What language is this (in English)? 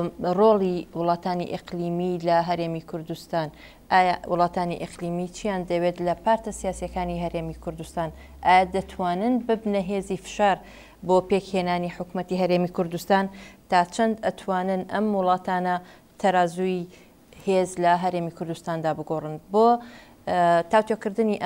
Central Kurdish